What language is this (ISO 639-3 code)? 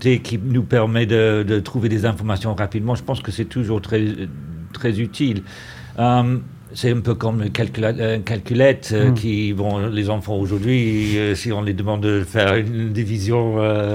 fra